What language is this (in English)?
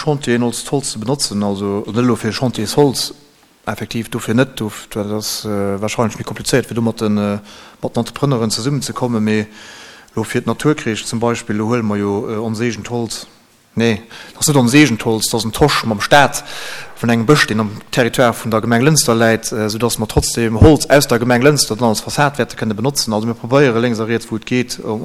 Luxembourgish